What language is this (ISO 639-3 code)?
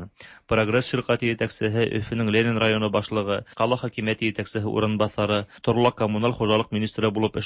tat